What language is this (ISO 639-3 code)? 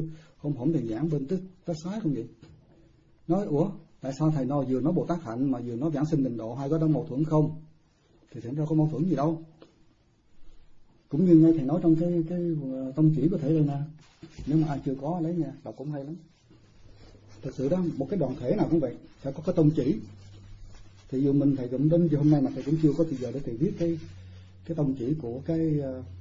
vie